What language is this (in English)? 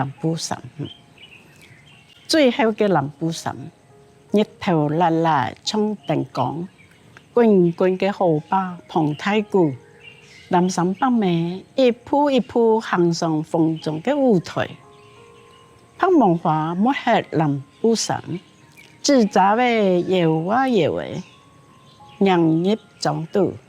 Hakka Chinese